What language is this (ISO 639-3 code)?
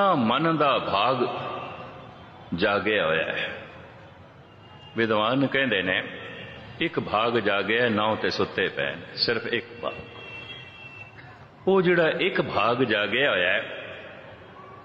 pan